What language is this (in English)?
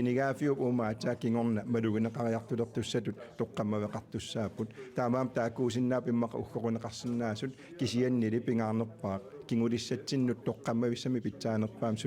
Kalaallisut